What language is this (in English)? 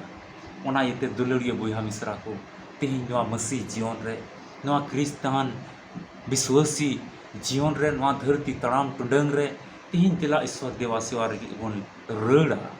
Santali